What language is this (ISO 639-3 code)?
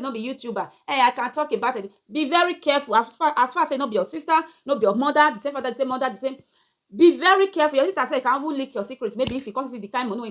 pcm